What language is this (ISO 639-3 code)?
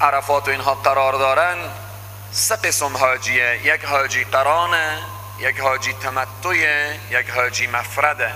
fas